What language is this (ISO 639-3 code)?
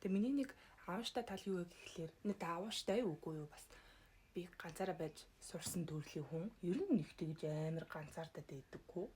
mon